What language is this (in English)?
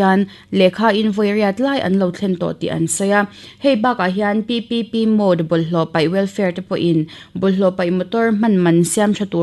Mizo